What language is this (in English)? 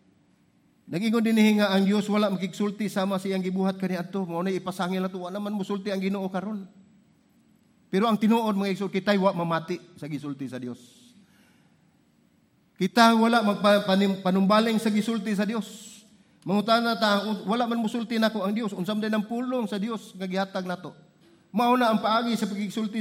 Cebuano